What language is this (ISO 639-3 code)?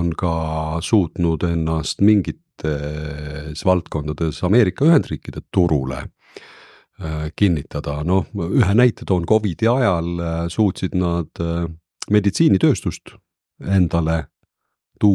est